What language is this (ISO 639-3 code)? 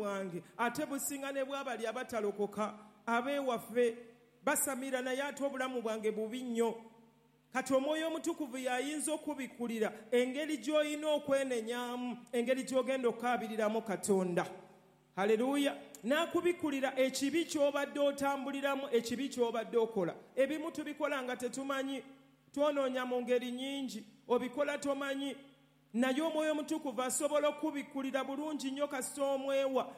lug